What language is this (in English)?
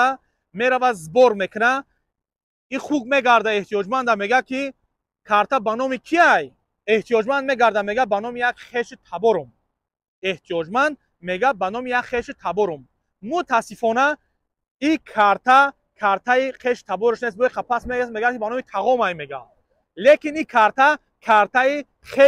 Tajik